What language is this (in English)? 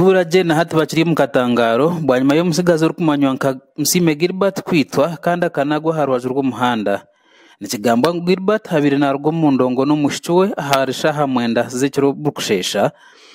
Nyankole